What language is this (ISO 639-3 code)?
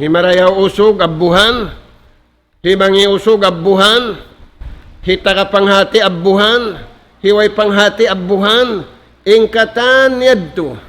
tsg